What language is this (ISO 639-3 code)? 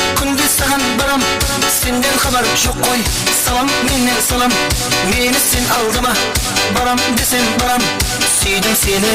kaa